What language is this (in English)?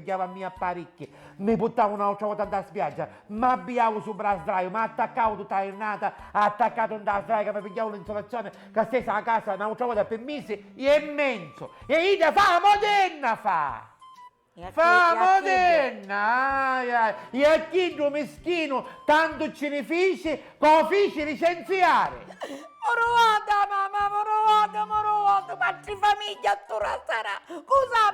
Sicilian